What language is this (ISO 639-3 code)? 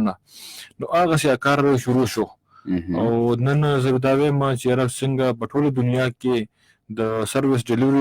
pus